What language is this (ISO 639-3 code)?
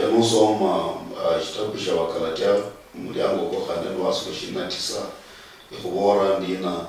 luy